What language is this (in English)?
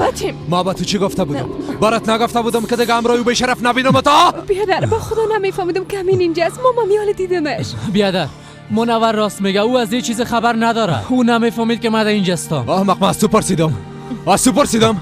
Persian